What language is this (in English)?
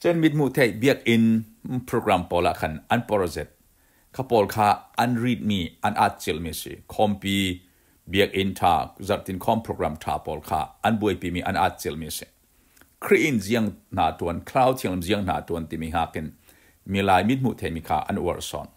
Falam Chin